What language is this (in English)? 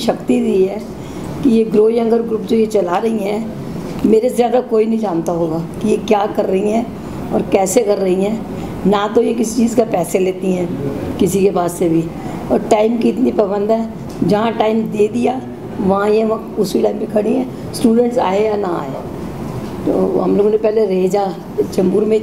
Hindi